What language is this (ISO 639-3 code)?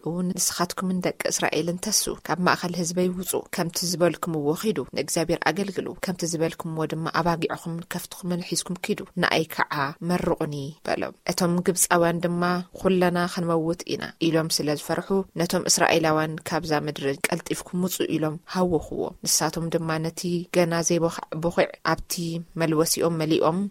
tir